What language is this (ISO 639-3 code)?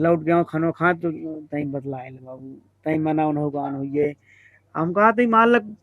awa